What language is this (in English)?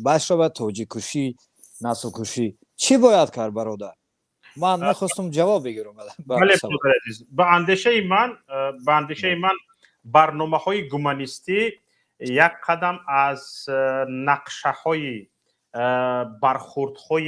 Tajik